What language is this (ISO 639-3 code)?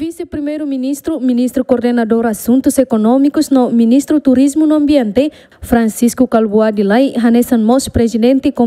tet